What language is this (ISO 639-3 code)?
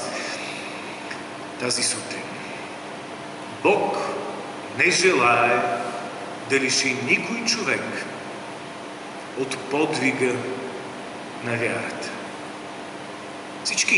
bul